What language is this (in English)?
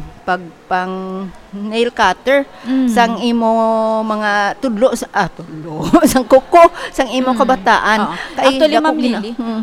Hiligaynon